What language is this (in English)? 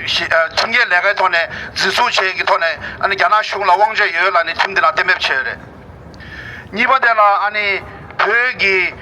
Tibetan